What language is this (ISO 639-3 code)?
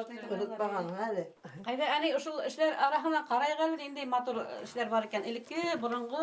bak